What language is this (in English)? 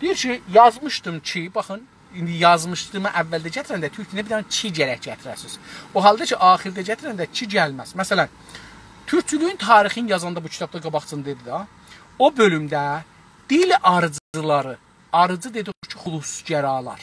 South Azerbaijani